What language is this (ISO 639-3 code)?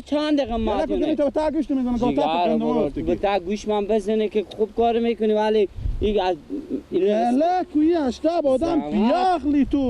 fas